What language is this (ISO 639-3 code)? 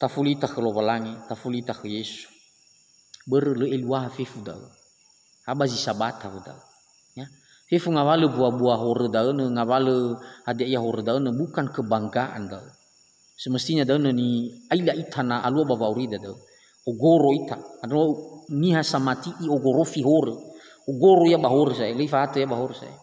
nia